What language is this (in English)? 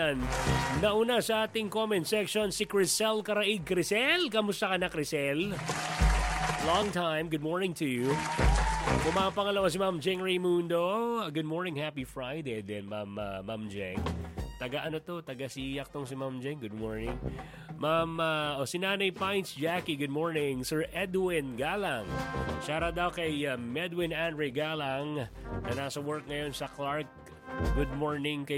Filipino